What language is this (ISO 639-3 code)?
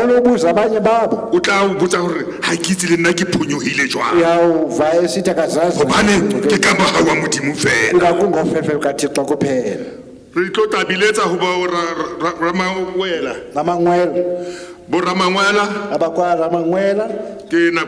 sot